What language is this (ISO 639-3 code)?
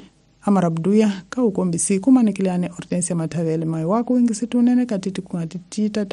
tso